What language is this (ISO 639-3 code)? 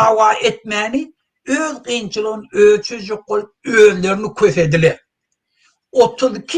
tuk